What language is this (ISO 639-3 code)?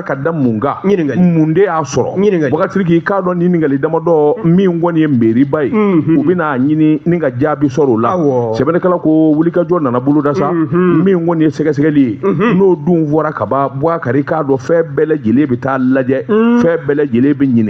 bam